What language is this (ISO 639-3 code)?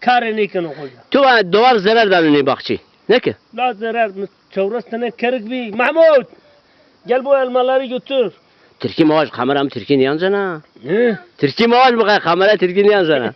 zza